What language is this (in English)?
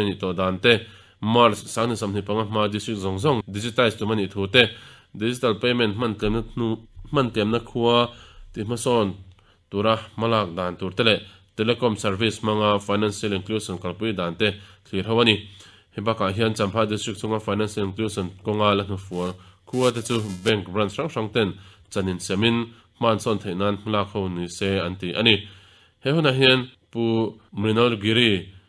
Mizo